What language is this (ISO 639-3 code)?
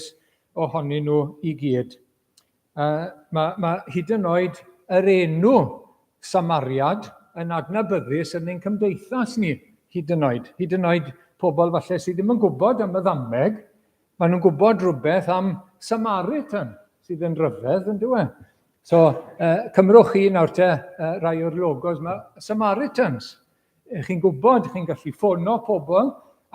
cym